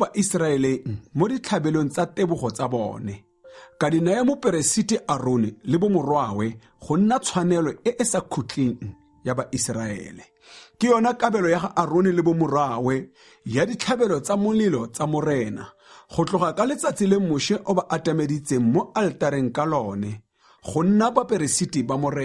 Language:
Tswana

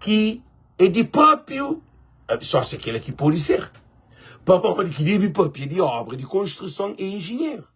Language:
Kabuverdianu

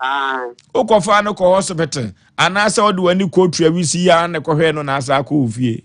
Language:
Akan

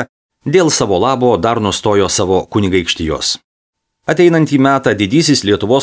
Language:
Lithuanian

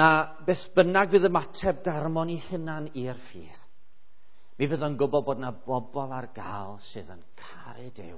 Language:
Welsh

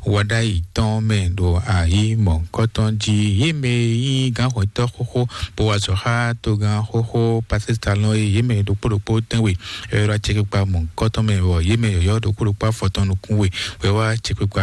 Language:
Fon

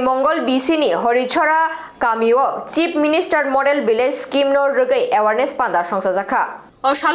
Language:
Kok Borok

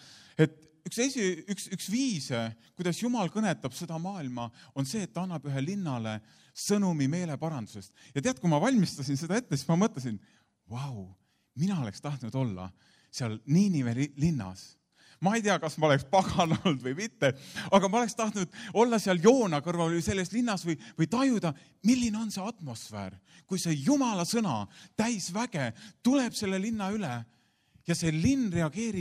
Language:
Estonian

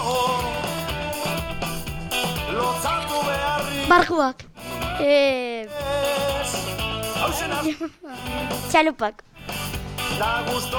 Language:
Basque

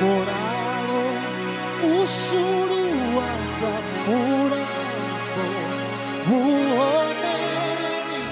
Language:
Venda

